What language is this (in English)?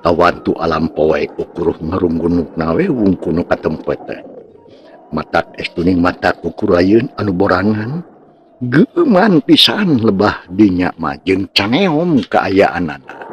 Sundanese